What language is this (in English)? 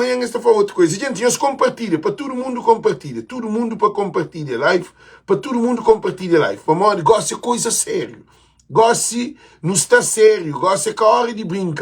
Kabuverdianu